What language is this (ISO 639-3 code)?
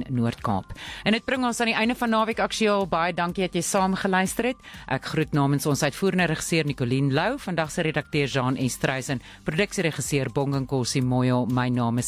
afr